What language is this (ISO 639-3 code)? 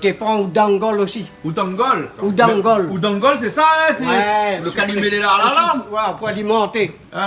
rcf